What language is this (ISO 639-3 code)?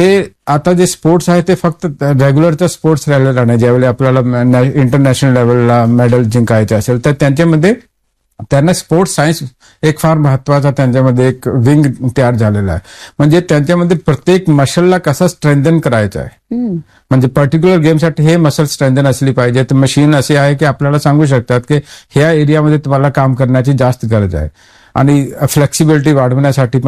mar